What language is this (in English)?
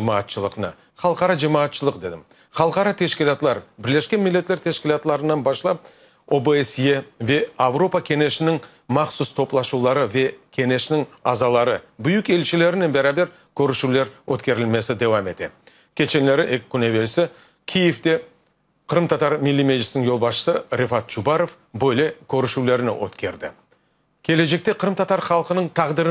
Crimean Tatar